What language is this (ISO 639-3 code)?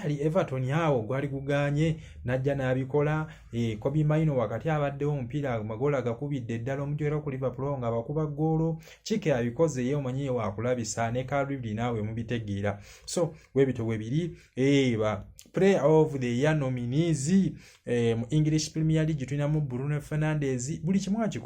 lug